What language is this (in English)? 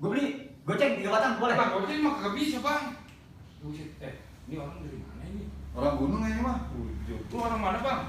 Betawi